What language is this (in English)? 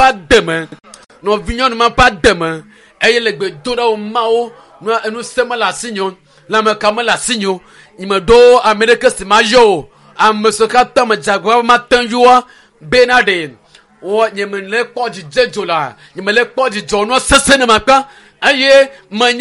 Ewe